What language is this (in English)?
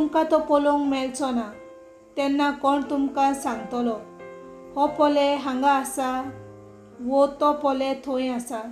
Konkani